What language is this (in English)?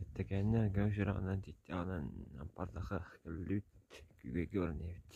Yakut